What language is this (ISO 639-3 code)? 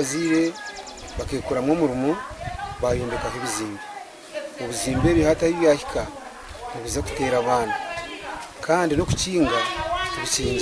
nyn